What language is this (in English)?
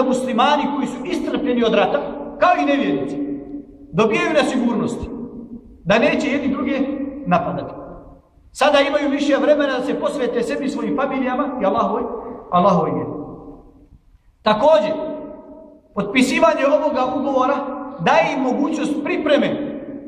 Bosnian